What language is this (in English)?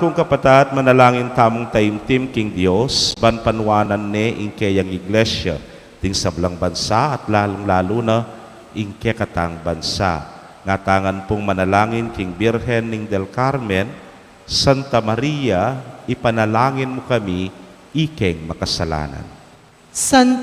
Pampanga